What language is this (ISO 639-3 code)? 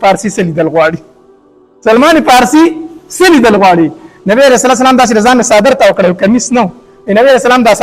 pus